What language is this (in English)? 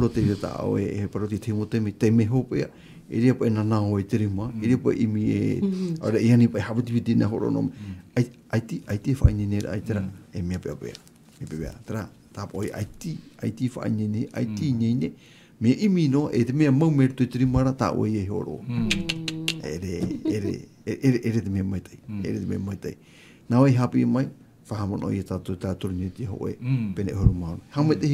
Tahitian